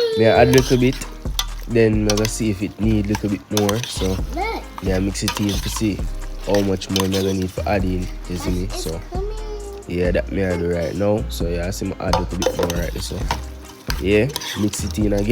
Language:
Jamaican Creole English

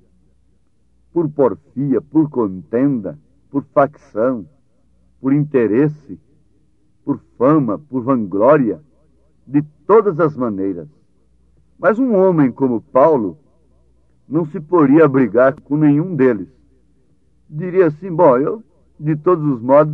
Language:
Portuguese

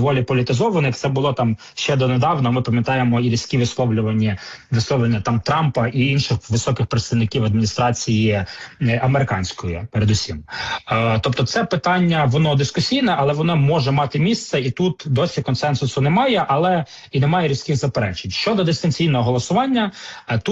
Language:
Ukrainian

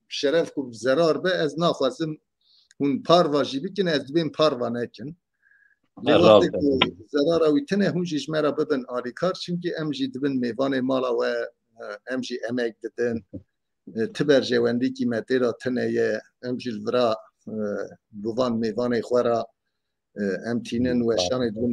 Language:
Kurdish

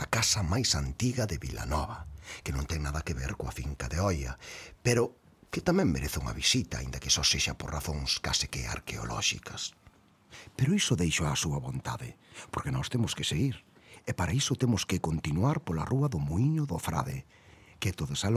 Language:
Galician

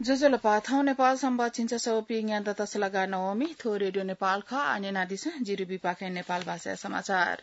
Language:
Newari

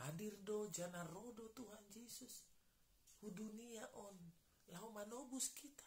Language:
Batak Simalungun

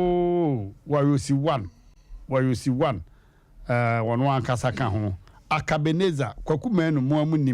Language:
Akan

